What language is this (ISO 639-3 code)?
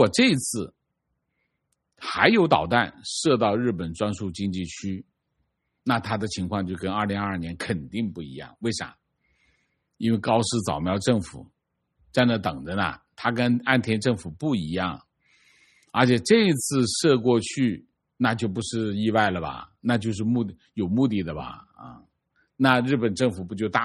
zho